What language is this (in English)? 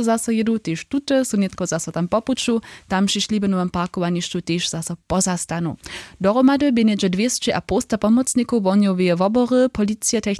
Upper Sorbian